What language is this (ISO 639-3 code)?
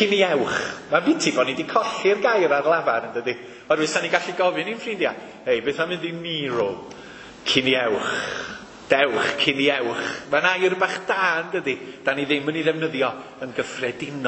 cym